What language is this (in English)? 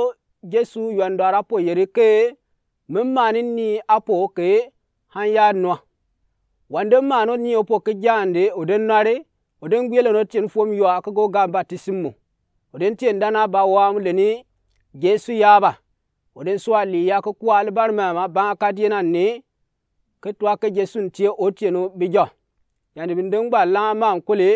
Gourmanchéma